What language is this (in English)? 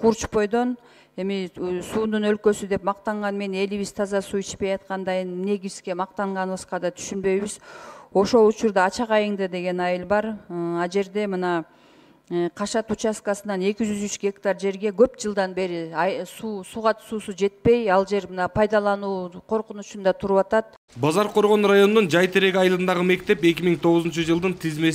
Kyrgyz